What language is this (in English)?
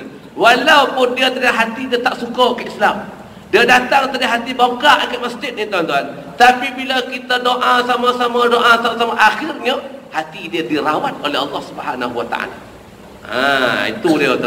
Malay